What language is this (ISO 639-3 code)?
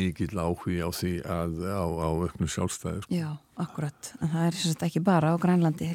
isl